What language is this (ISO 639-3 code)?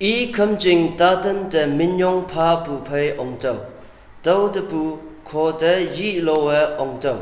nbe